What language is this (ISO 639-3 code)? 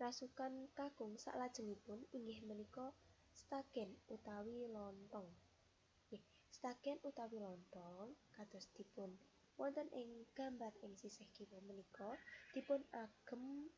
jav